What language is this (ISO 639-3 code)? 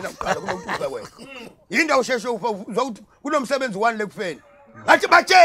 zul